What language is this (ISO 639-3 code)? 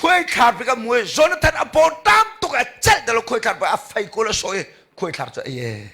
cnh